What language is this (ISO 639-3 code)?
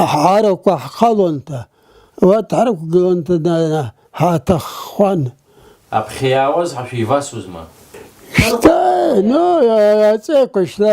abk